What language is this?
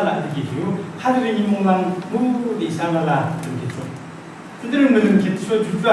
Yimchungru Naga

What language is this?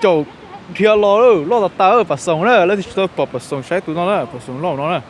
Hmong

